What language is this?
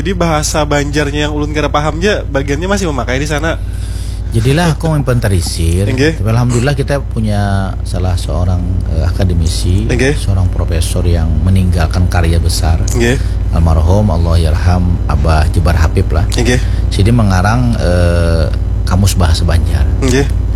Banjar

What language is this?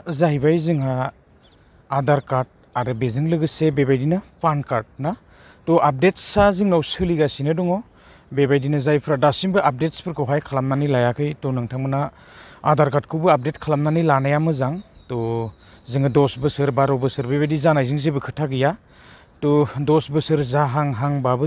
Bodo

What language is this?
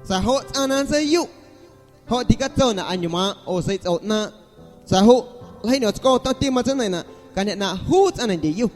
Guerrero Amuzgo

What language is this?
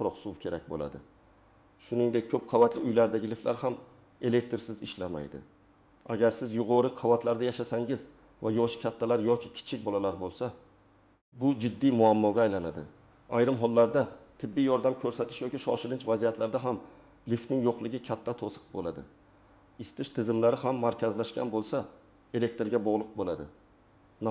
Uzbek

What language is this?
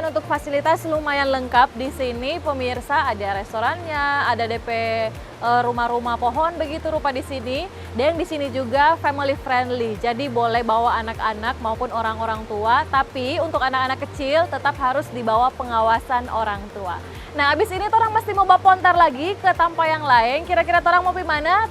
Manado Malay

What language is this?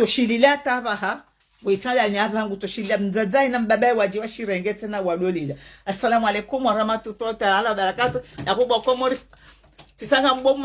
Ngazidja Comorian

